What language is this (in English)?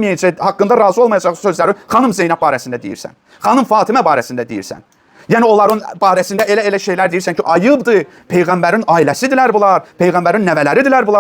Azerbaijani